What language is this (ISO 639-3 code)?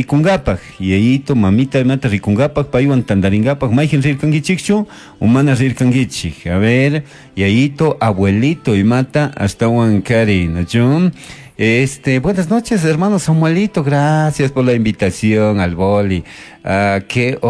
qug